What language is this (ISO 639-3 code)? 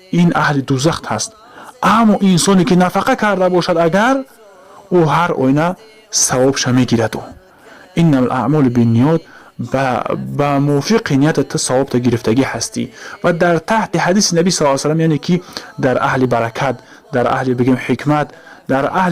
tgk